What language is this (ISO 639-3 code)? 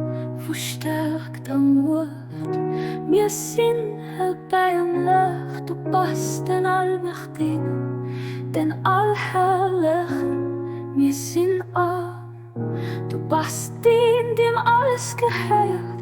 ltz